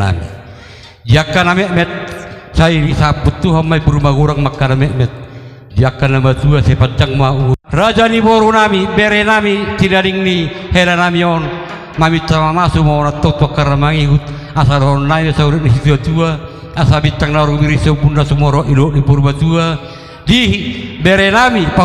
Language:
Batak Toba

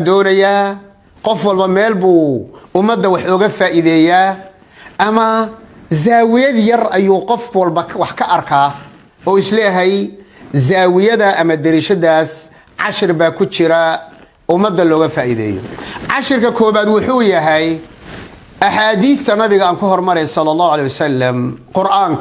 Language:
Somali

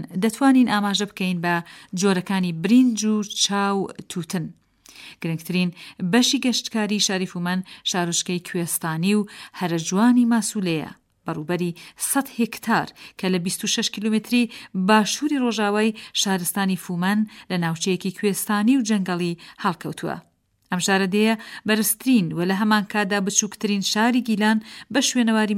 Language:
Central Kurdish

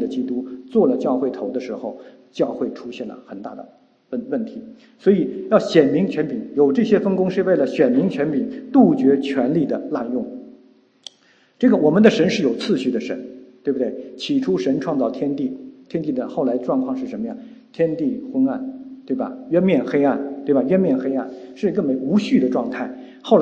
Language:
Chinese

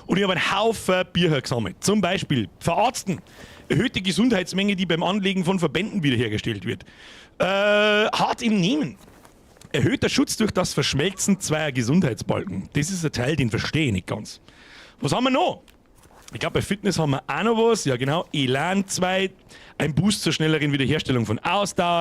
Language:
Bavarian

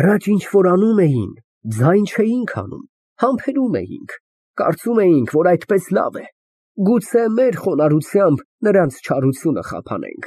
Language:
Armenian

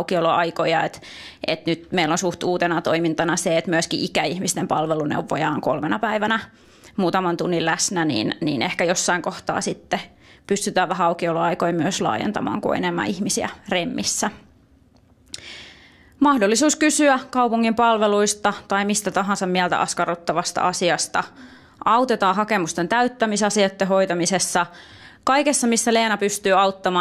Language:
Finnish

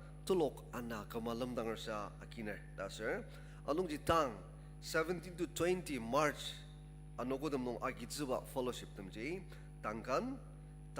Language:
Ao Naga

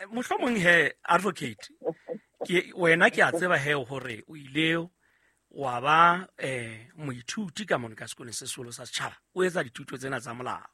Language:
Southern Sotho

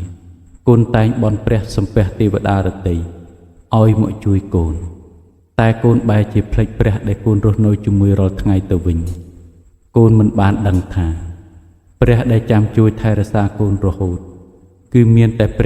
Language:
Khmer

